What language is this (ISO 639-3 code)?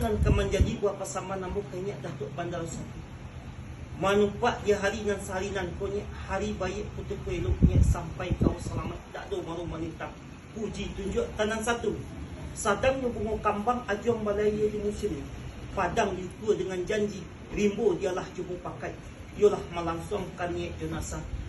min